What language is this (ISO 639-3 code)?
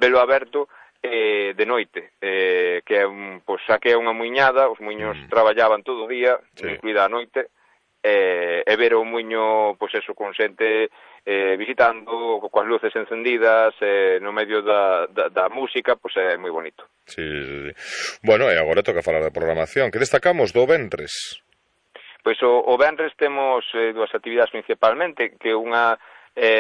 glg